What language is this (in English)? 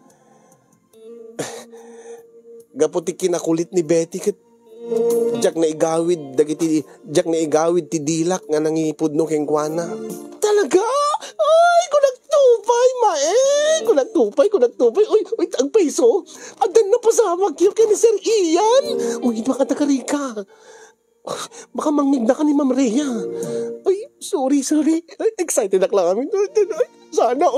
Iloko